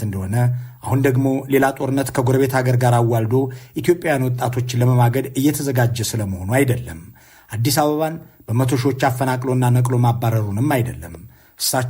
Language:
Amharic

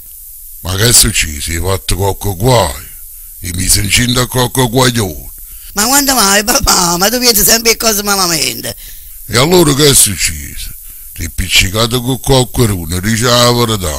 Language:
Neapolitan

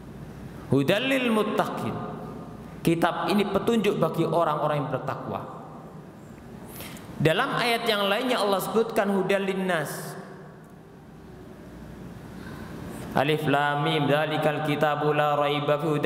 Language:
Indonesian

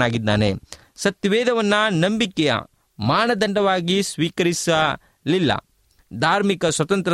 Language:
Kannada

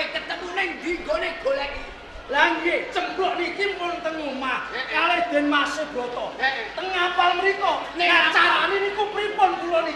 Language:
Javanese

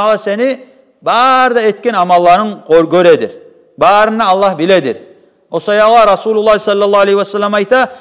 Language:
Kumyk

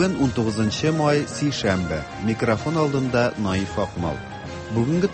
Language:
Tatar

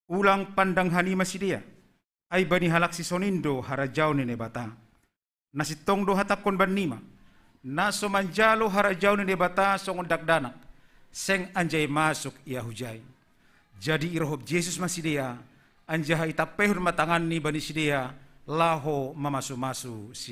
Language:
Batak Simalungun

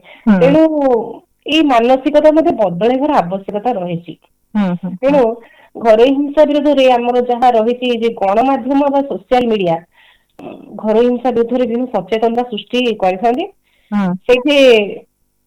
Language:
Odia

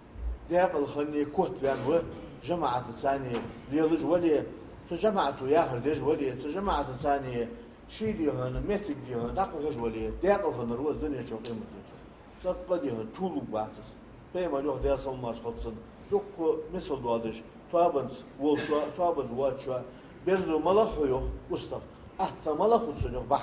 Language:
Ingush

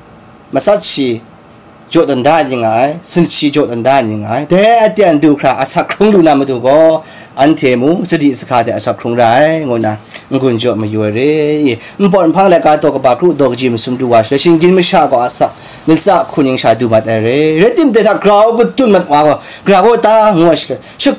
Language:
Kachin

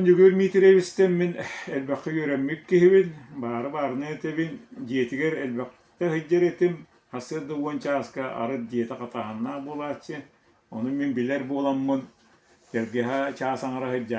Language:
Yakut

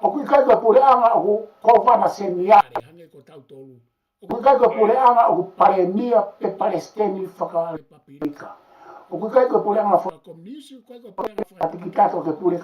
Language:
Tongan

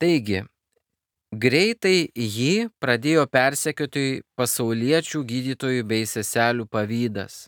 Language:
Lithuanian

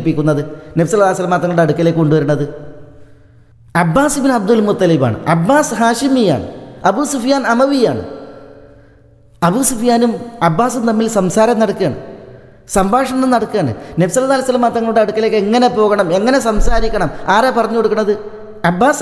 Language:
Malayalam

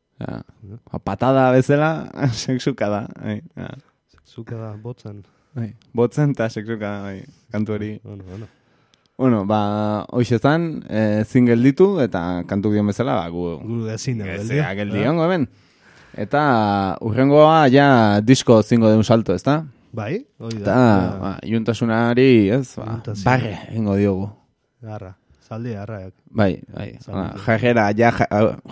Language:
Basque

